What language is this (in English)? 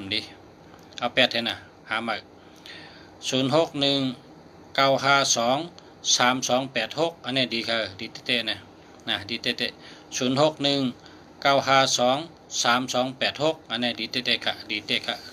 Shan